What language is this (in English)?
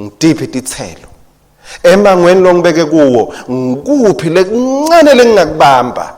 Swati